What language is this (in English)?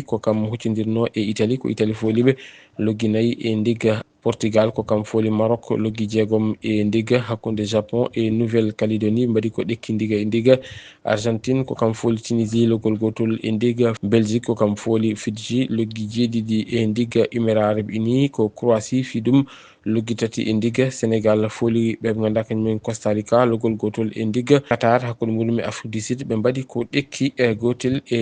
Fula